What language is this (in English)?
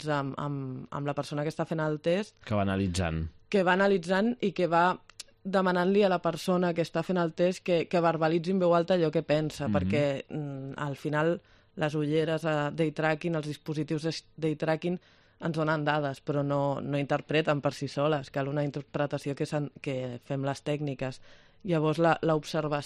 Catalan